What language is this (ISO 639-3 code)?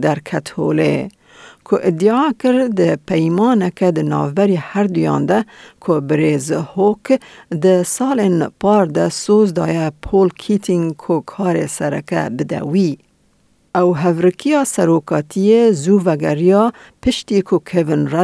kur